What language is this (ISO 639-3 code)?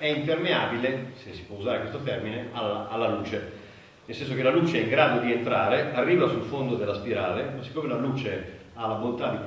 ita